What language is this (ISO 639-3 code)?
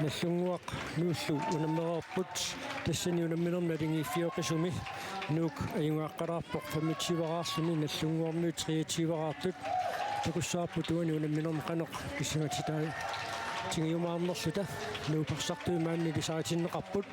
kal